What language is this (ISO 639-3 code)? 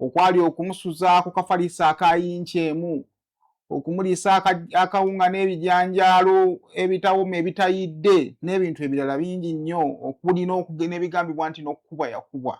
lug